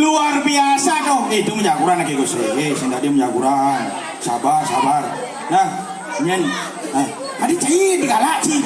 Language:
Balinese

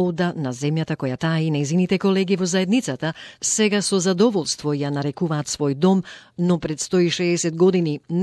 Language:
Macedonian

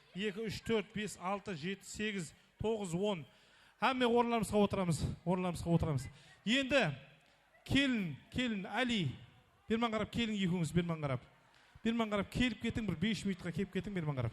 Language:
Kara-Kalpak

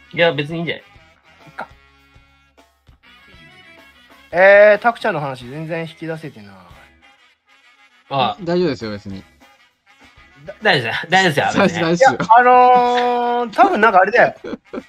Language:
Japanese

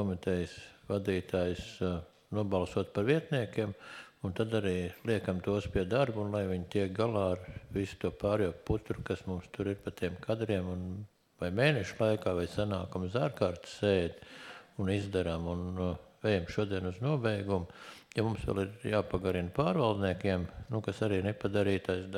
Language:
Latvian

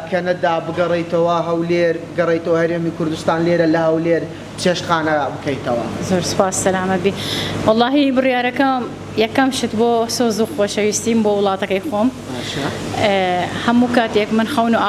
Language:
Central Kurdish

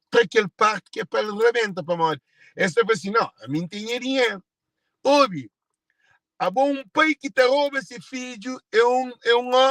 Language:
Kabuverdianu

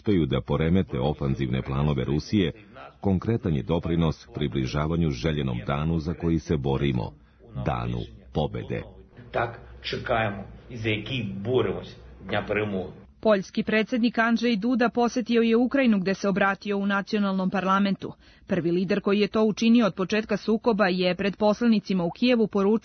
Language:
Serbian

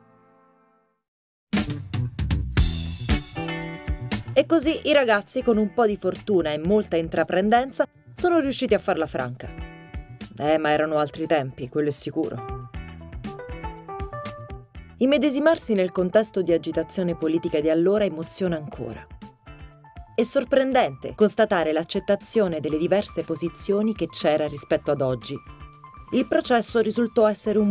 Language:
Italian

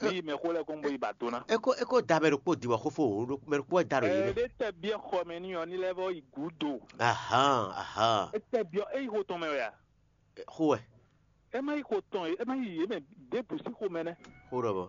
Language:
Fon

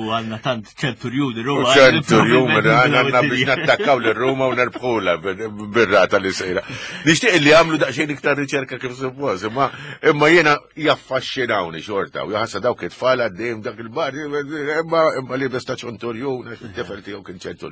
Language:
Maltese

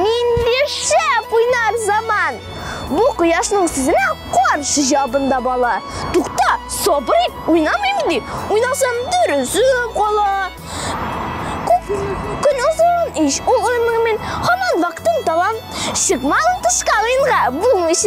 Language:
Tatar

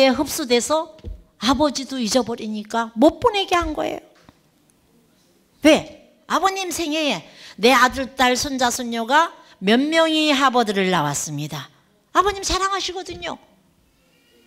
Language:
Korean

